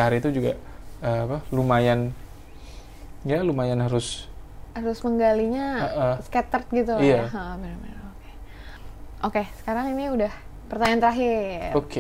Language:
Indonesian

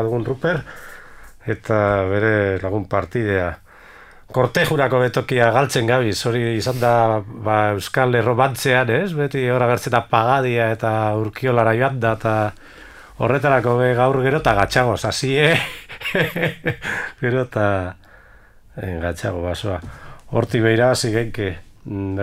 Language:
Basque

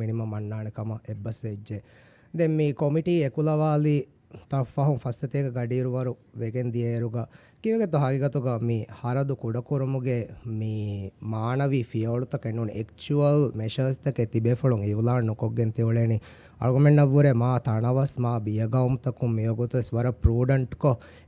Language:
Divehi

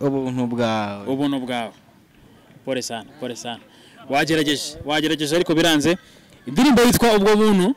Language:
Kinyarwanda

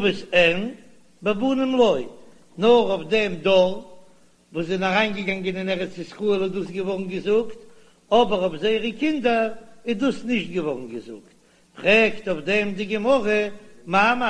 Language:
Yiddish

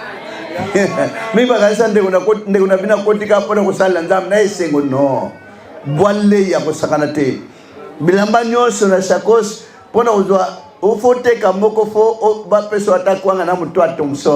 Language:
Lingala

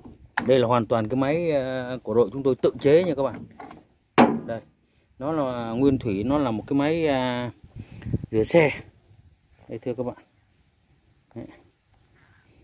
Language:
Vietnamese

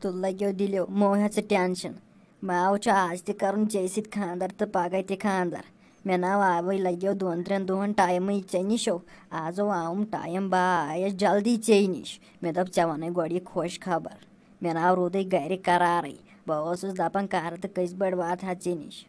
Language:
Kashmiri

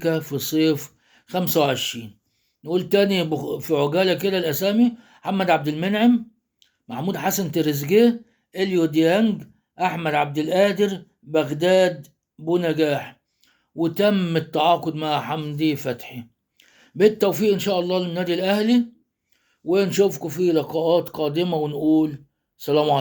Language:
Egyptian Arabic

